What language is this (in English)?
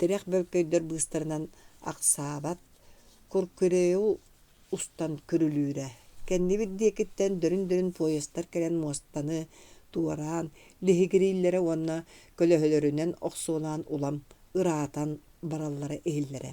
Yakut